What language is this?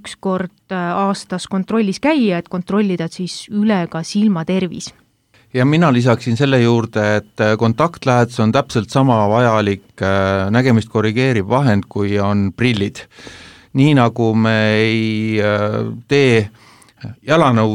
Estonian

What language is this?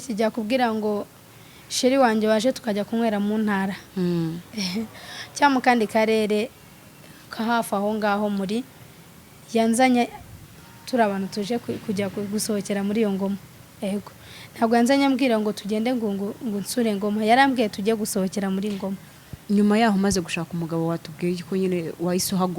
Kinyarwanda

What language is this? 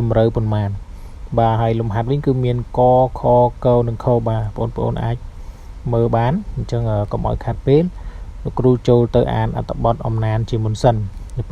Khmer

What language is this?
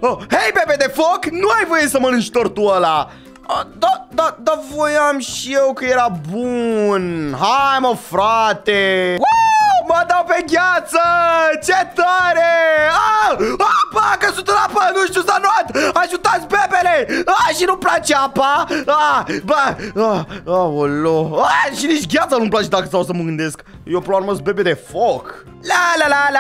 Romanian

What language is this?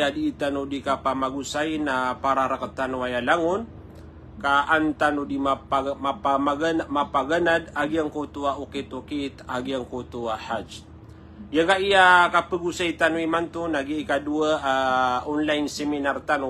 Maranao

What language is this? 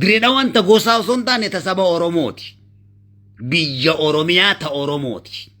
Oromo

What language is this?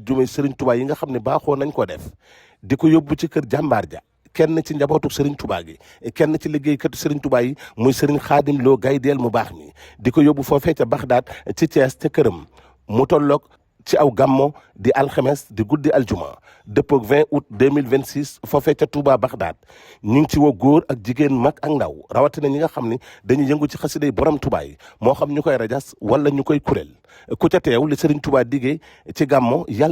Wolof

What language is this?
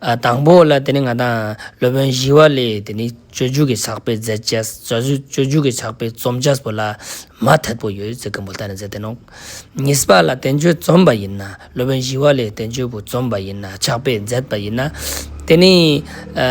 Ladakhi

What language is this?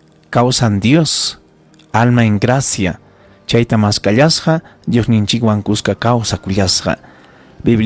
Ayacucho Quechua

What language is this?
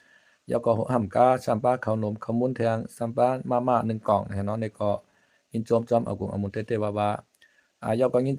Shan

